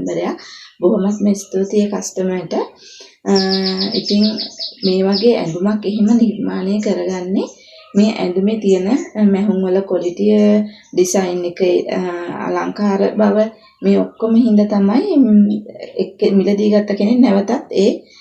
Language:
Sinhala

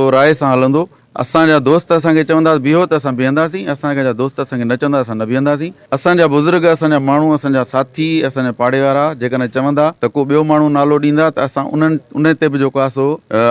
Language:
Sindhi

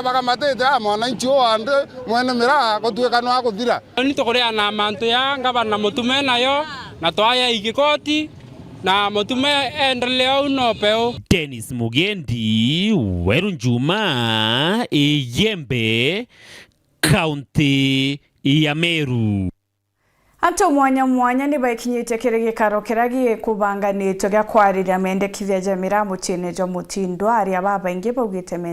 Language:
Meru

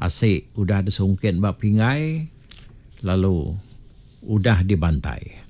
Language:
Iban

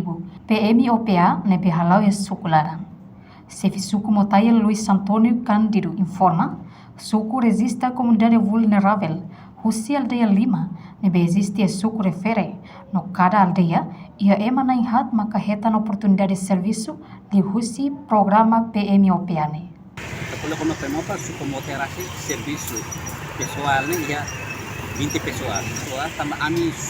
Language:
Tetum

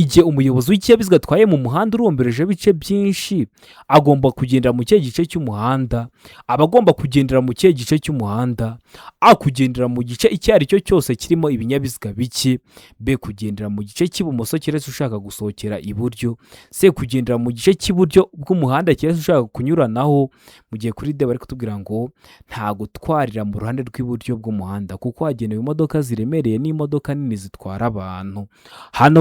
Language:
Kinyarwanda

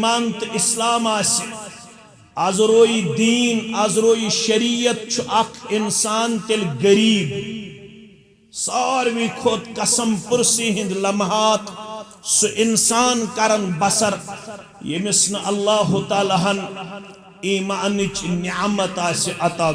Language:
Kashmiri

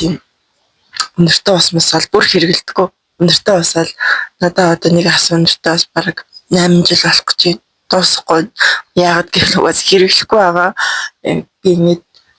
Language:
Mongolian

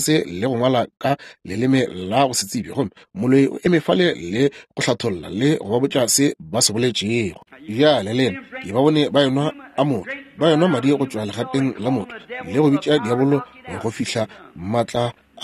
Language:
Northern Sotho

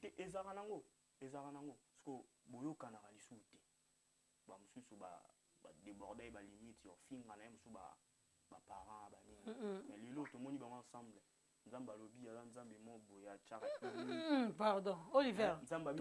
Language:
Lingala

